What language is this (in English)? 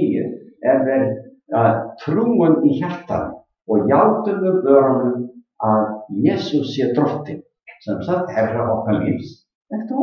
Icelandic